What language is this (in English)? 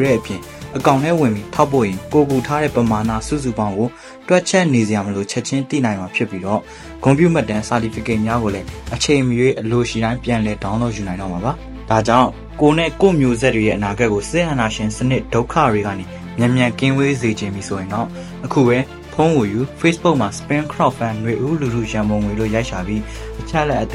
Burmese